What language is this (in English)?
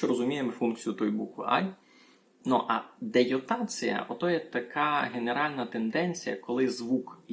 Rusyn